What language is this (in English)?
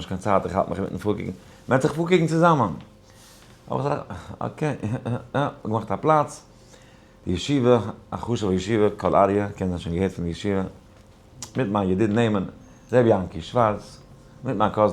Yiddish